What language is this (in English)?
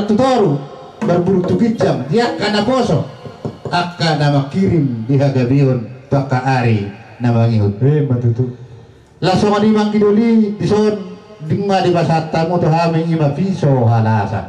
Batak Toba